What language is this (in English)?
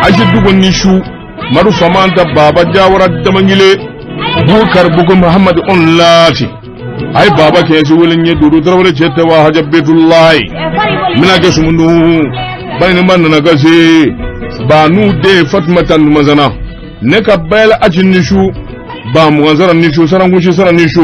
Bambara